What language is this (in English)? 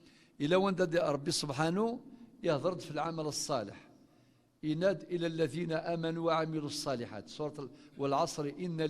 Kabyle